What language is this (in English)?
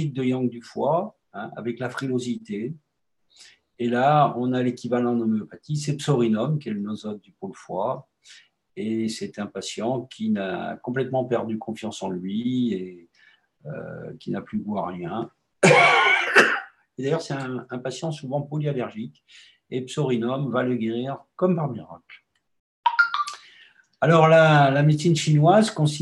French